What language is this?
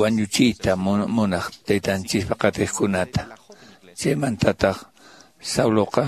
Quechua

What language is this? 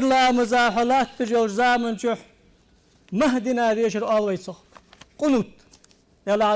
Ingush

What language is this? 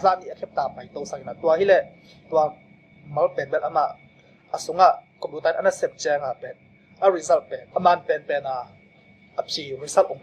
Tedim Chin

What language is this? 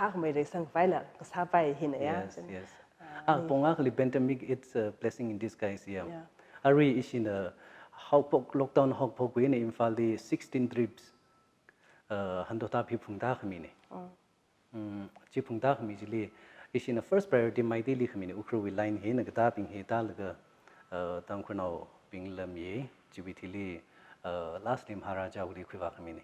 Tangkhul Naga (India)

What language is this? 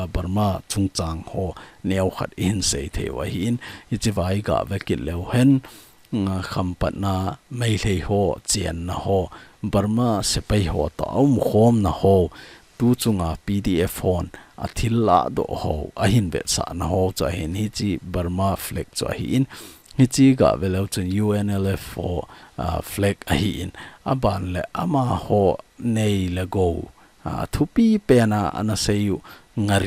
Thado Chin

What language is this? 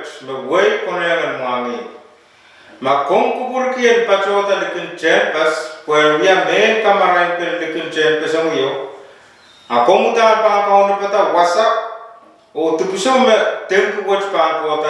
Pohnpeian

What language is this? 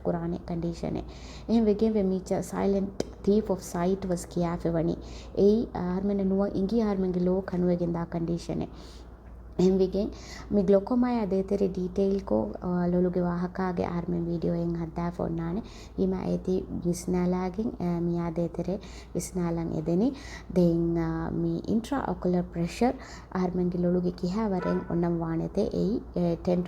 Divehi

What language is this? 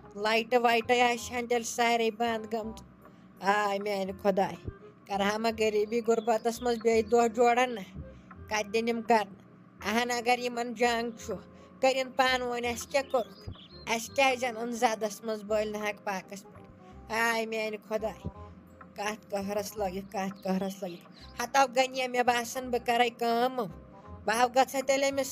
Kashmiri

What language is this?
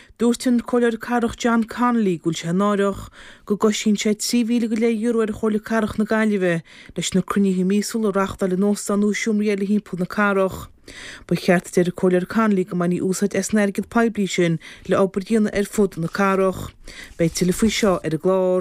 Irish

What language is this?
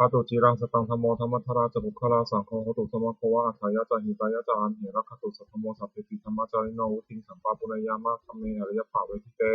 Pali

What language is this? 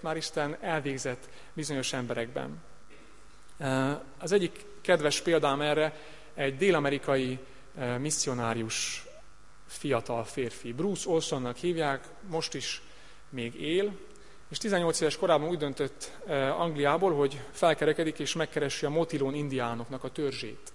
Hungarian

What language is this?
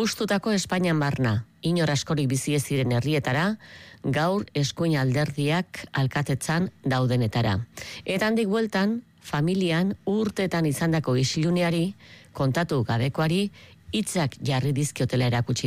Basque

